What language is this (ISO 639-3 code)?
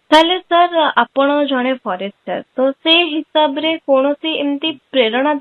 ori